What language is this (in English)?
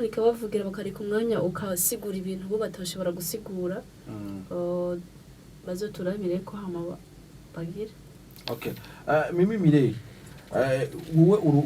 Rundi